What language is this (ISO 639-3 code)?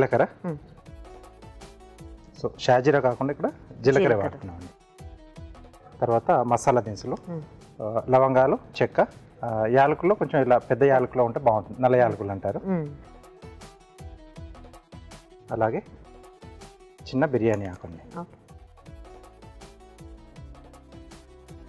tel